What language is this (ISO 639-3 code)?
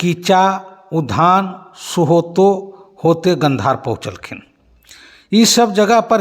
mag